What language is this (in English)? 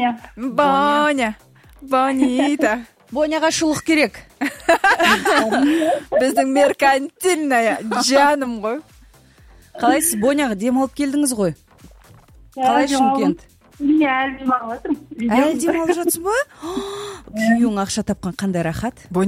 Kazakh